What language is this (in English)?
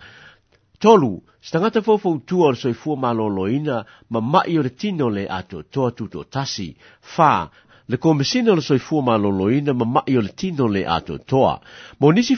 Samoan